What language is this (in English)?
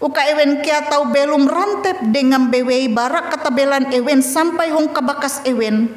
Ngaju